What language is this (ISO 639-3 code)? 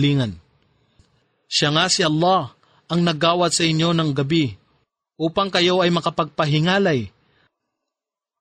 fil